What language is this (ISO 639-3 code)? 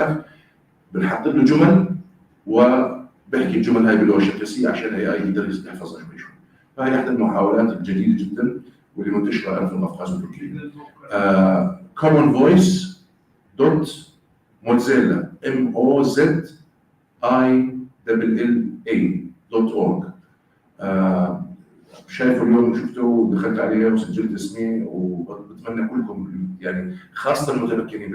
apc